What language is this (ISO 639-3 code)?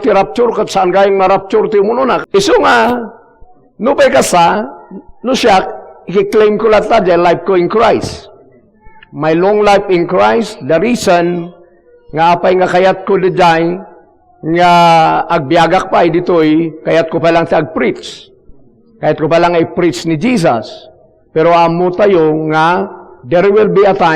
ilo